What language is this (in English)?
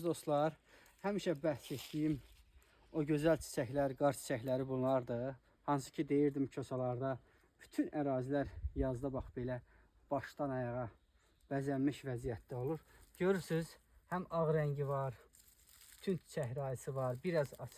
Azerbaijani